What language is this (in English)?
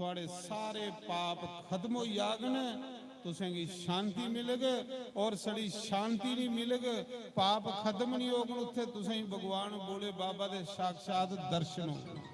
Dogri